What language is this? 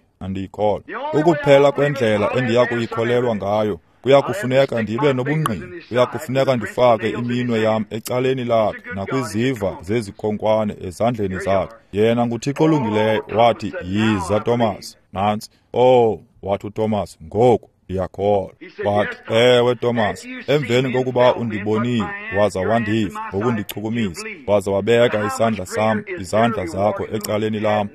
Xhosa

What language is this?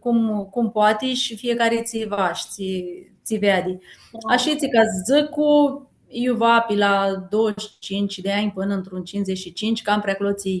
Aromanian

